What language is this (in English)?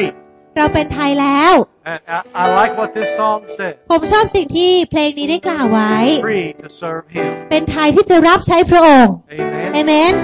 Thai